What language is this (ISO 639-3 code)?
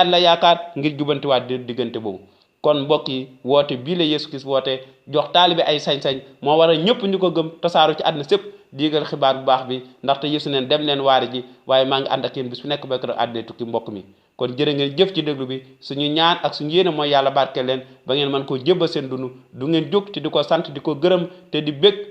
wol